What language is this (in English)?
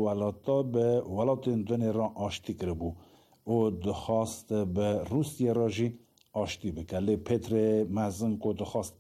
Kurdish